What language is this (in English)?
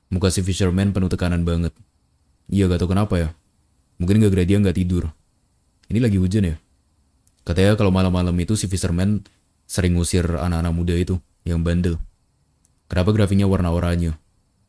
Indonesian